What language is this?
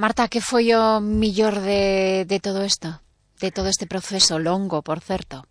Galician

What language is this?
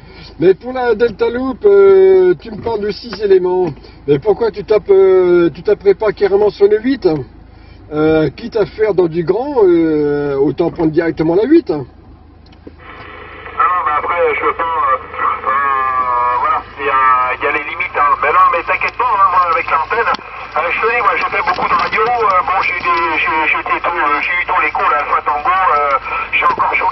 French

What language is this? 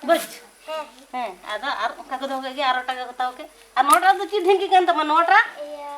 Santali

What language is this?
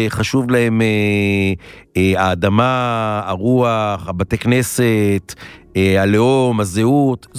Hebrew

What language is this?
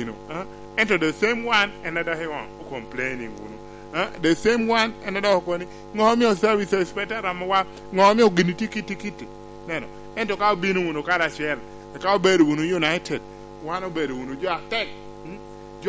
Lango (Uganda)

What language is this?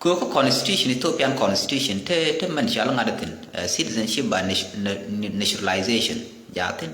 Nuer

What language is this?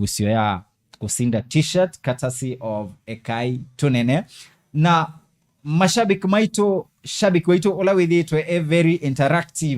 Kamba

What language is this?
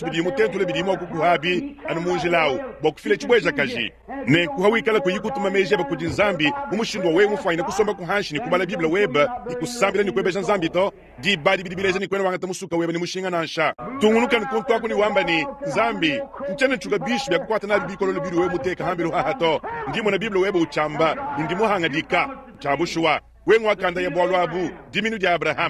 Luba-Lulua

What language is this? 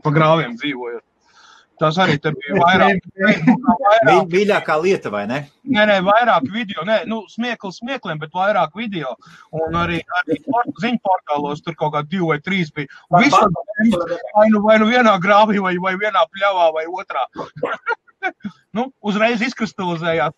Latvian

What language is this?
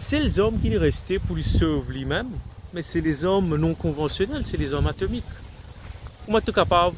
Morisyen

